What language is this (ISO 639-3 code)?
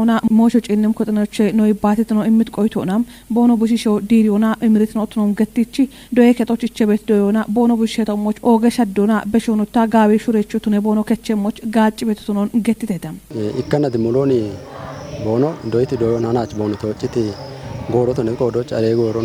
kbr